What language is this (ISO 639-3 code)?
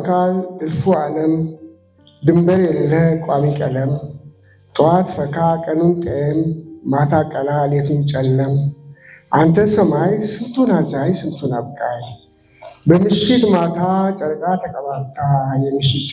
amh